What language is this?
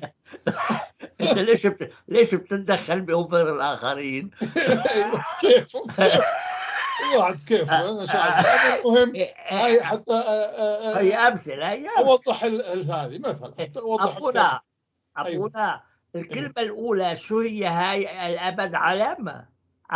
North Levantine Arabic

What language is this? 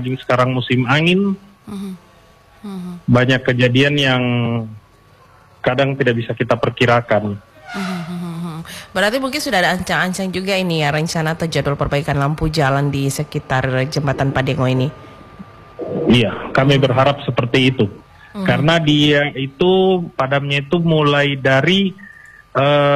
Indonesian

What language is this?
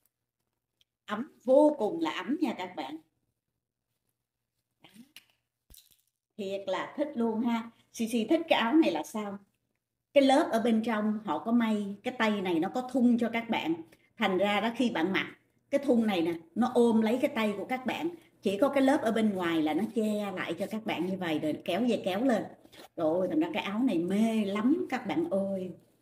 Vietnamese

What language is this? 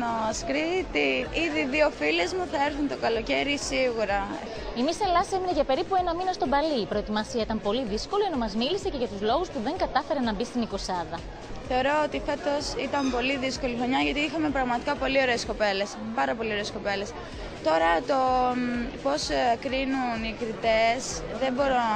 Greek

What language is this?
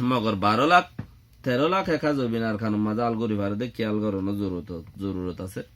Rohingya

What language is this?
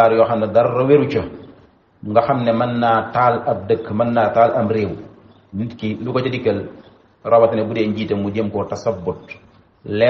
Wolof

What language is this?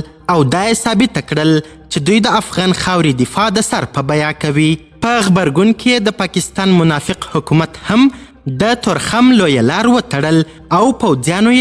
Pashto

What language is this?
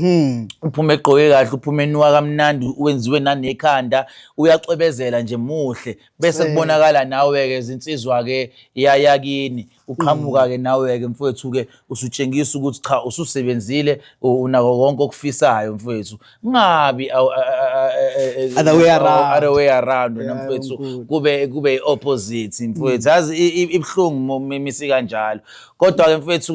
Zulu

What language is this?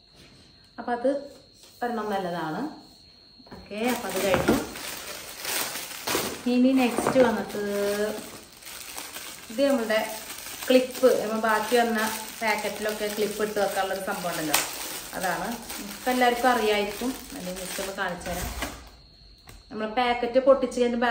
Malayalam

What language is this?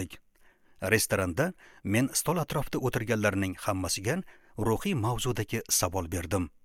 Uzbek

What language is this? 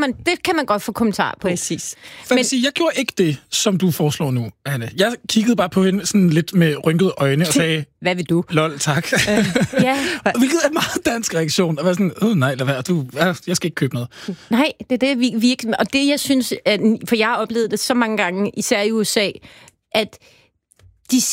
Danish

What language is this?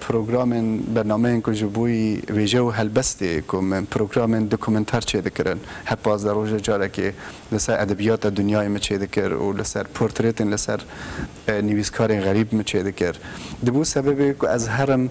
Kurdish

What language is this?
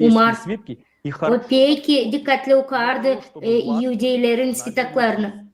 Gagauz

